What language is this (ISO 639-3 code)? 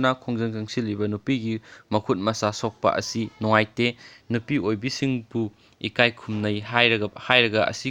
mni